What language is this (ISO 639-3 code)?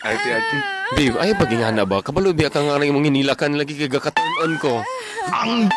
ceb